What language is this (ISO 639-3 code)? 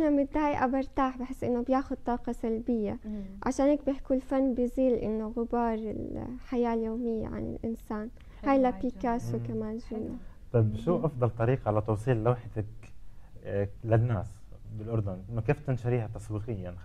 apc